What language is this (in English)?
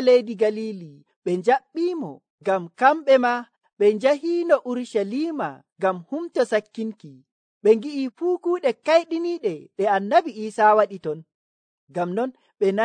Nigerian Fulfulde